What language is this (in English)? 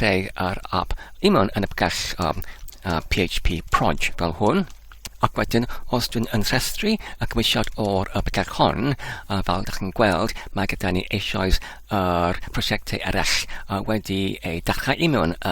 Welsh